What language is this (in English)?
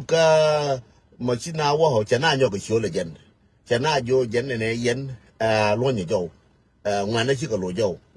Nuer